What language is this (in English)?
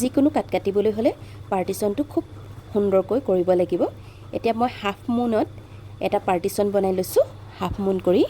Assamese